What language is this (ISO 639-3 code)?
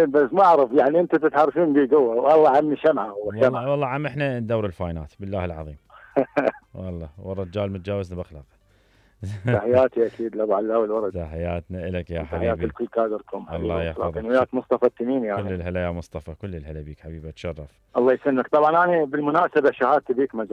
acm